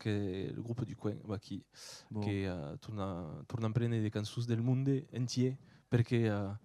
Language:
Occitan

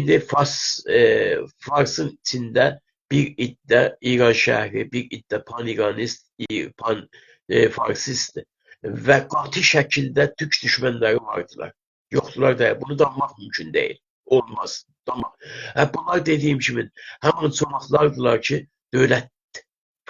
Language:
South Azerbaijani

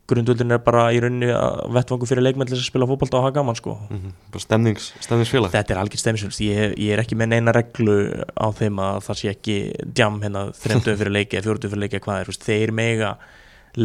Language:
Icelandic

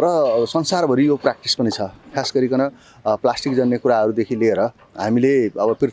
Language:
Nepali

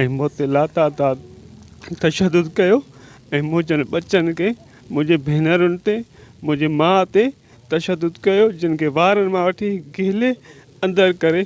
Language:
Sindhi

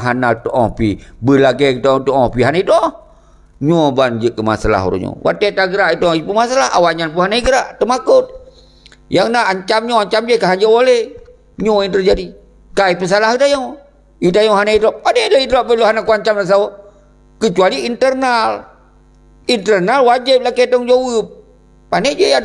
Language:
Achinese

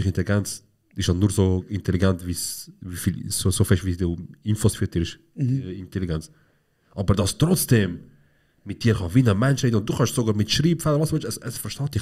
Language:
Swiss German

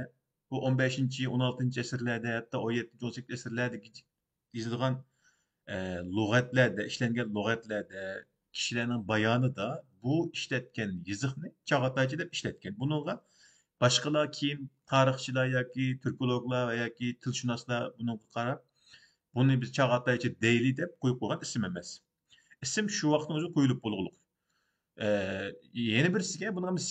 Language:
Uyghur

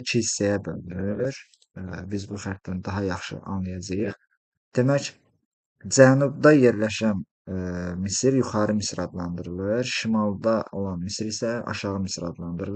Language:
Azerbaijani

